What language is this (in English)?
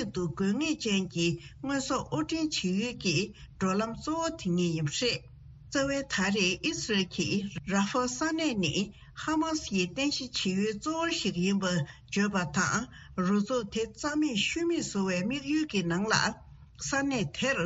Tibetan